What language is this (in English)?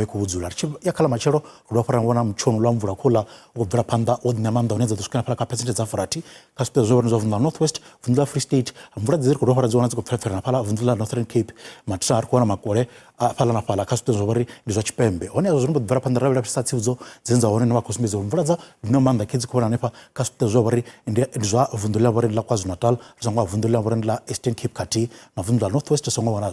Venda